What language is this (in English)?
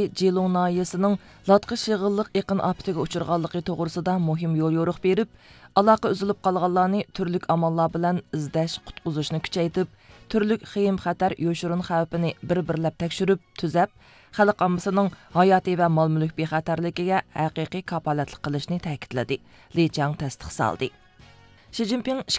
Uyghur